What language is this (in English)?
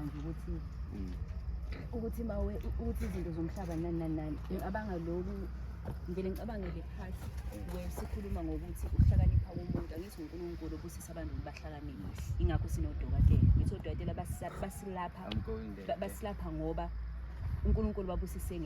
Zulu